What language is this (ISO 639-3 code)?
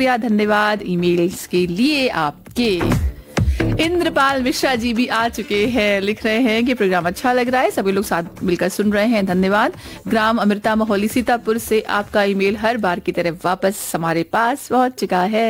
hin